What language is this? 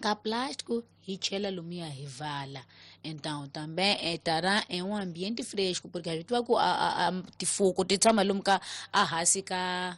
Tsonga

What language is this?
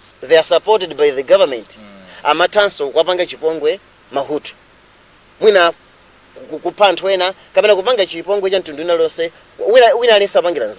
Nyanja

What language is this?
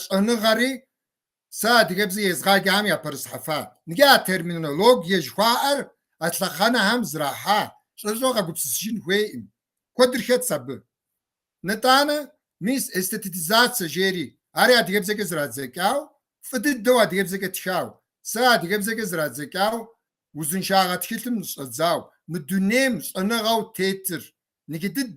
Kabardian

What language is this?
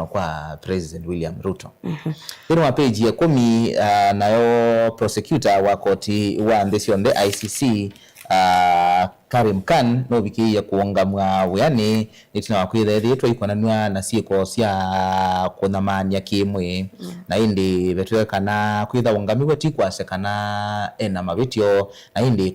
Kamba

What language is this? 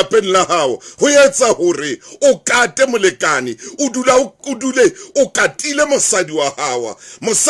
Southern Sotho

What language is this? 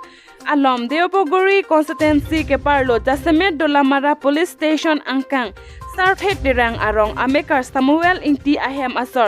Karbi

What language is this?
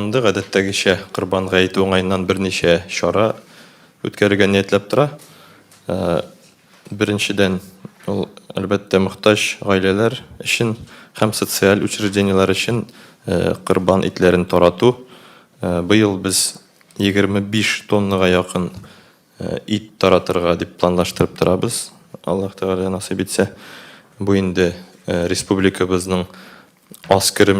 Tatar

